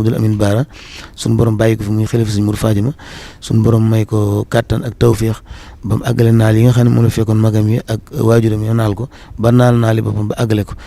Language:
Wolof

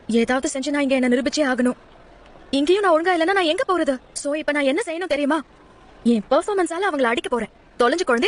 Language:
Tamil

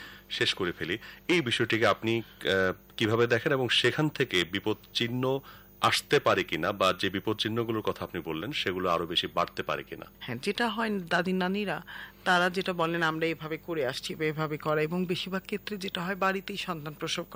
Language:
Bangla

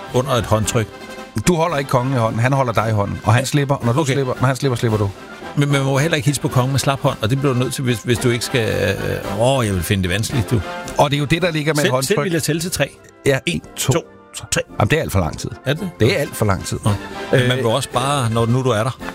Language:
Danish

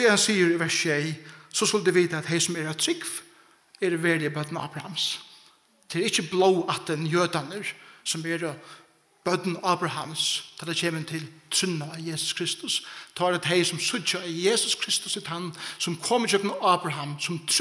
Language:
Faroese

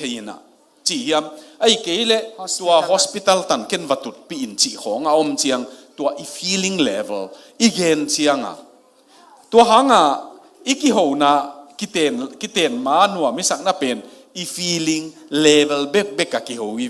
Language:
Tedim Chin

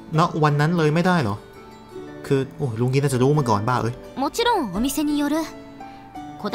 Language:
Thai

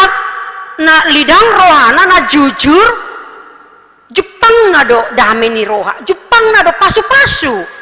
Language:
Batak Toba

